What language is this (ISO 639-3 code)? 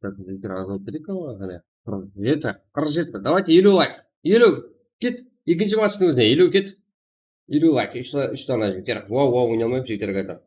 kaa